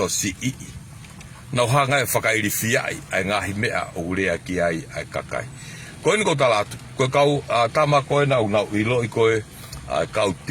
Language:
Tongan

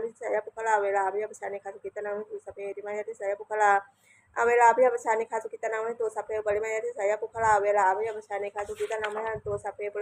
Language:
Pali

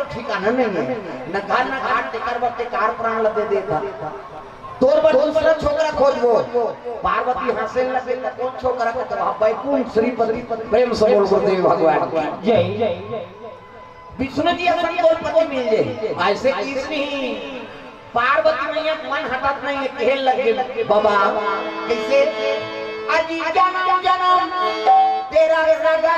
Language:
Chhattisgarhi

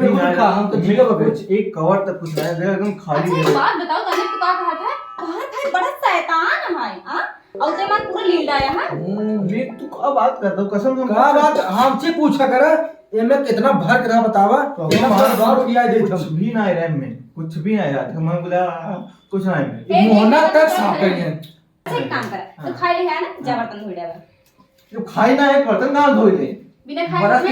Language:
Awadhi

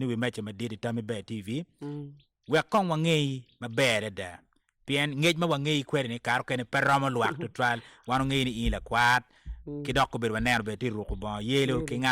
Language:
Acoli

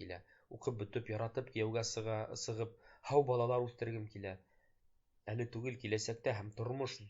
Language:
Bashkir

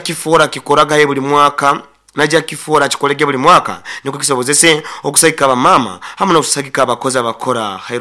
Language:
Nyoro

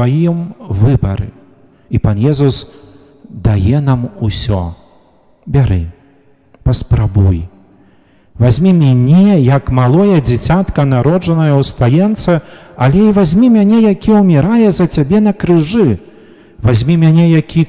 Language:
Belarusian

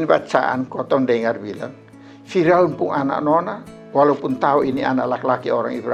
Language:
Kupang Malay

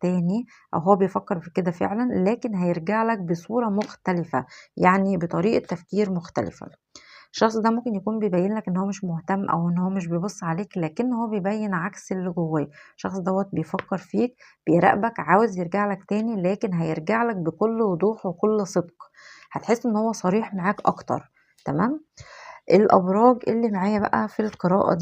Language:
Egyptian Arabic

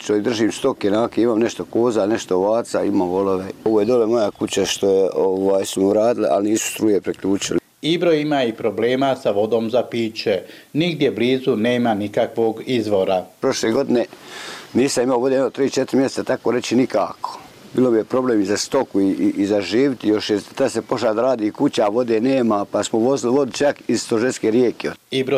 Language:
Bosnian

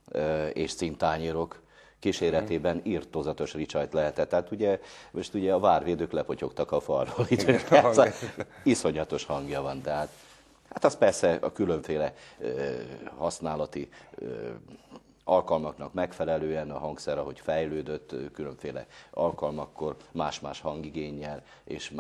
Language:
Hungarian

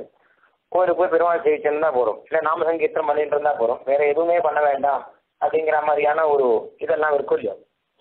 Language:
Tamil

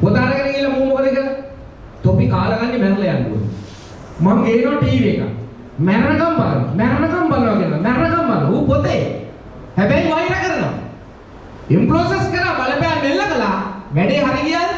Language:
Sinhala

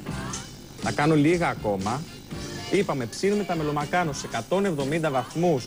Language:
Greek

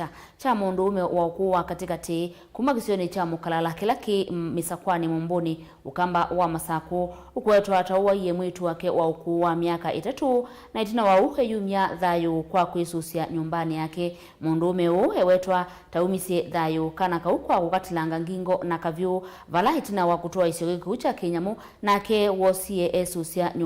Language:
Kamba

